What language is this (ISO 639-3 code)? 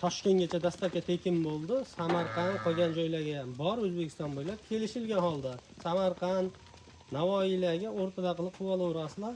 uzb